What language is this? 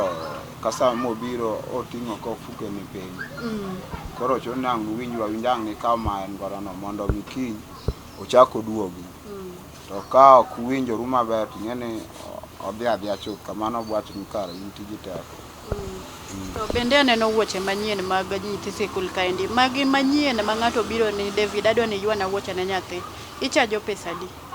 Luo (Kenya and Tanzania)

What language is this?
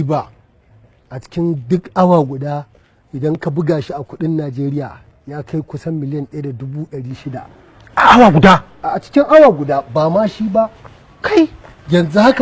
Hausa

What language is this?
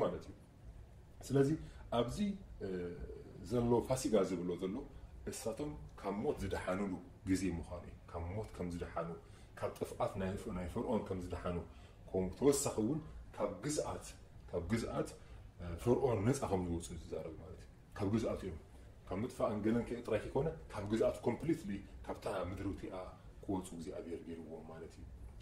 Tigrinya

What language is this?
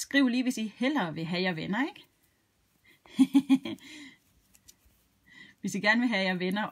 Danish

